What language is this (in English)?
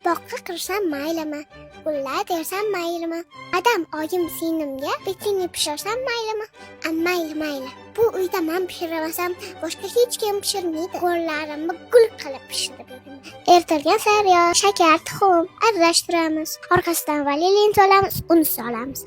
Uzbek